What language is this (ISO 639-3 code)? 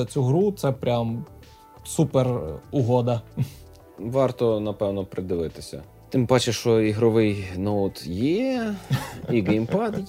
ukr